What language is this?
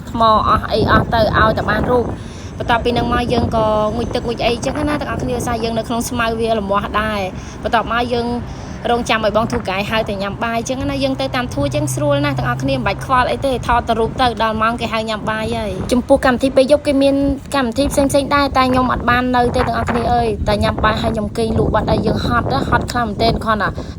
Khmer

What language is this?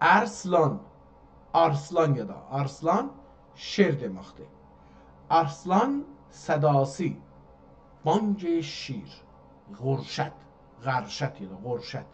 South Azerbaijani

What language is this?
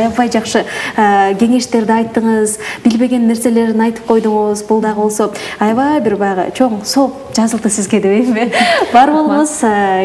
Kyrgyz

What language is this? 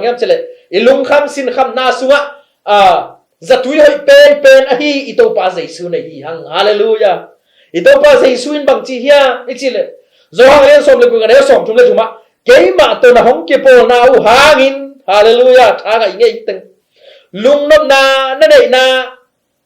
Tedim Chin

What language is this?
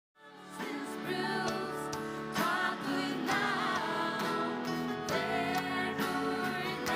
Faroese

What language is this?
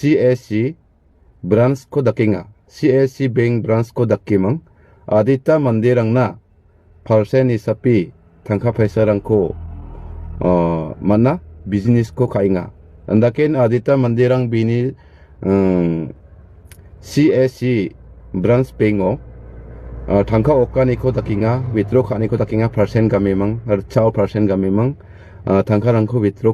Garo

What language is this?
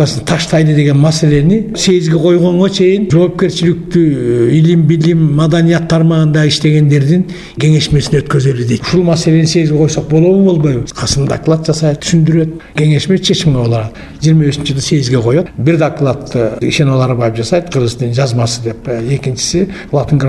Kyrgyz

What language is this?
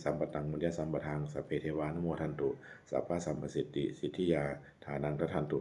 Pali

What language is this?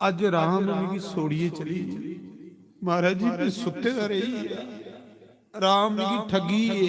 Dogri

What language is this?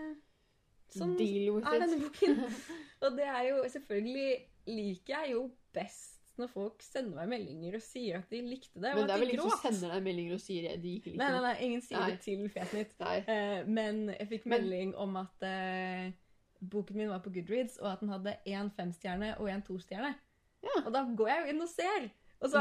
Norwegian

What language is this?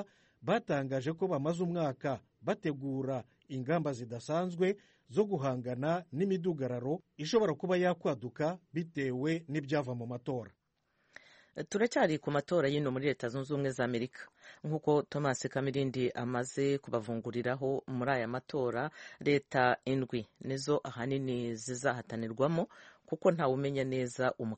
Kinyarwanda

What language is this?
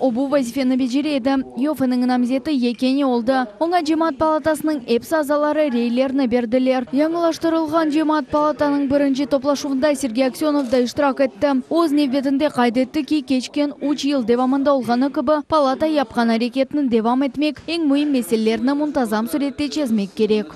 Crimean Tatar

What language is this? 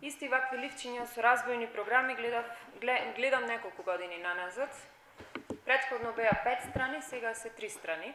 Macedonian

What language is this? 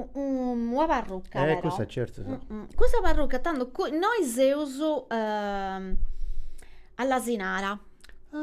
Sardinian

